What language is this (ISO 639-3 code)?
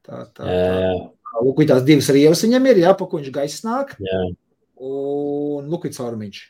lav